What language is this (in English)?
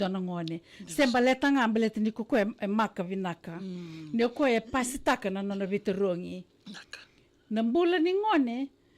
Fijian